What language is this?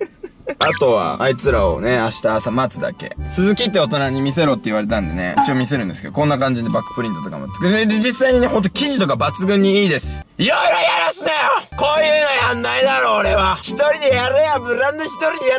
Japanese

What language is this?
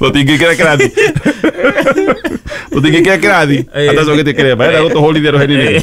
Kikuyu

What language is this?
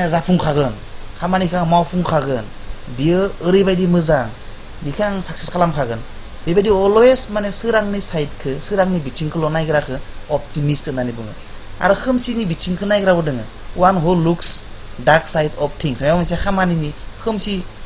Bodo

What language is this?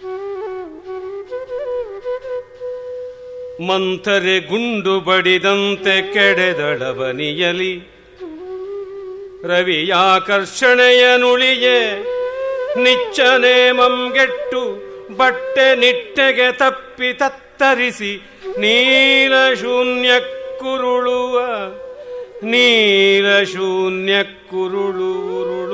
Kannada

